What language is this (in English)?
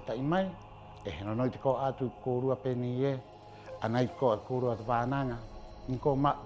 Rapanui